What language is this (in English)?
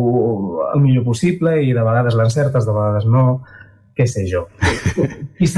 Catalan